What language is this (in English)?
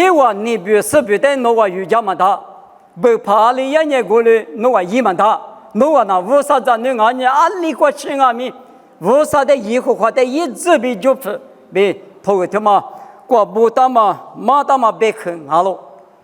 Lisu